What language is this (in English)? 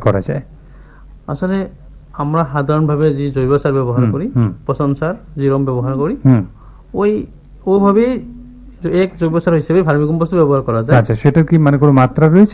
Bangla